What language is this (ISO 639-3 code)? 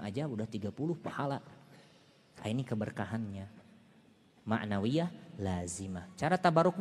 ind